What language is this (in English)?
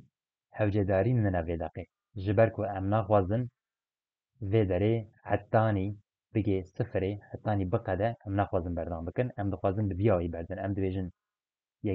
Kurdish